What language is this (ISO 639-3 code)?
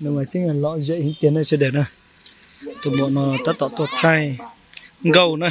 hmn